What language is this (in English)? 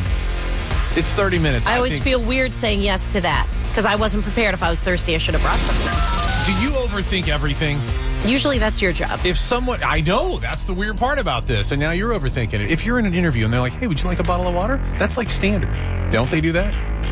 English